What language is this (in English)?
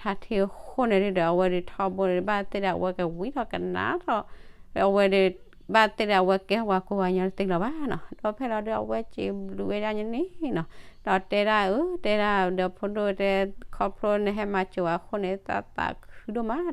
S'gaw Karen